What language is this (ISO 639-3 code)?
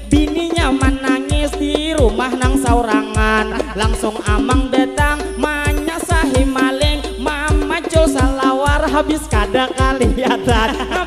bjn